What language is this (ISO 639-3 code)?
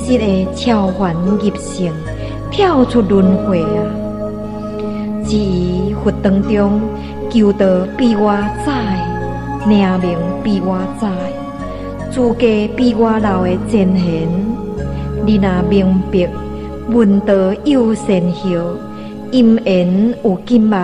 nan